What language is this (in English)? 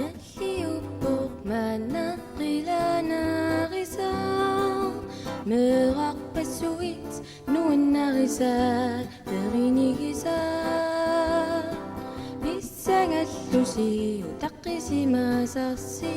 Kalaallisut